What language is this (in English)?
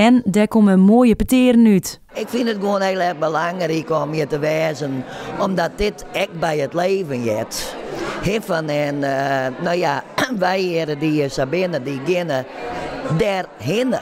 Western Frisian